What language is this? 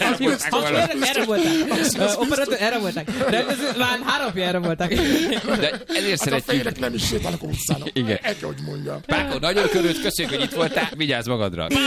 Hungarian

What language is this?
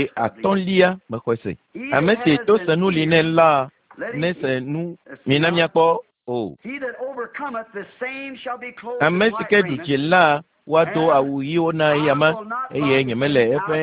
Ewe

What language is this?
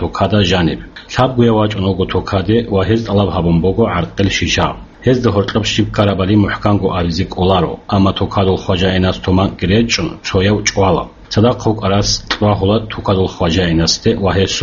Avaric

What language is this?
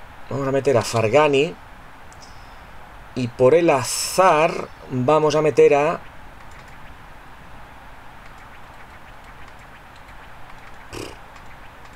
Spanish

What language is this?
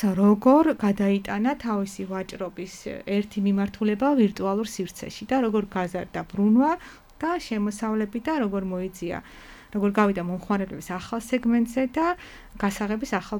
Georgian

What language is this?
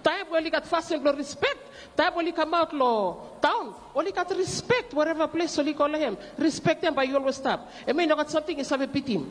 Bislama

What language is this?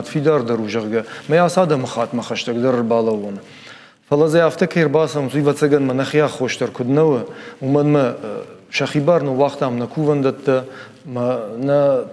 Ossetic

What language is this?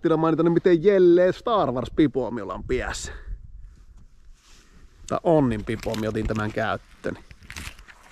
Finnish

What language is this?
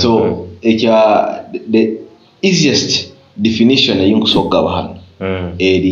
Nyoro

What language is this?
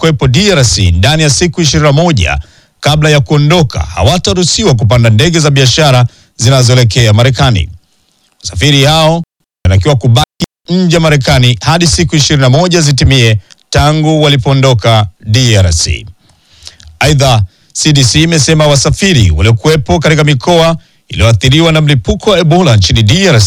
Swahili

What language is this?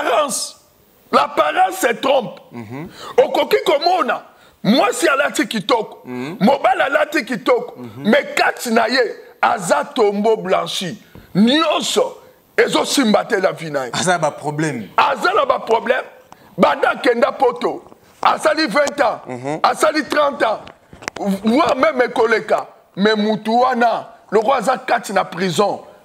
Lingala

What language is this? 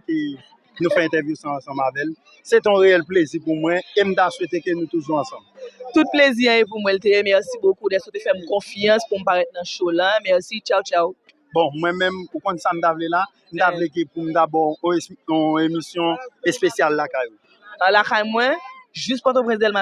Haitian Creole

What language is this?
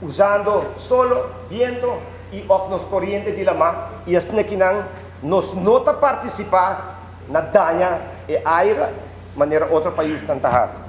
Papiamento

